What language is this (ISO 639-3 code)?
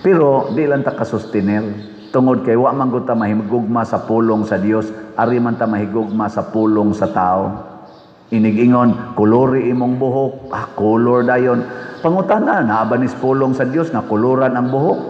ceb